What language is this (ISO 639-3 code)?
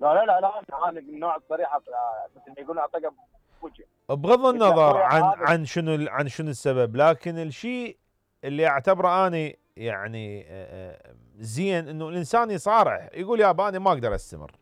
acm